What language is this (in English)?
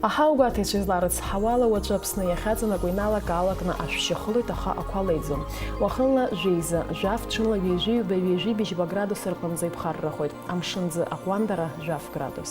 Abkhazian